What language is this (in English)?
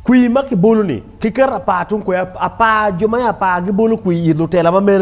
Acoli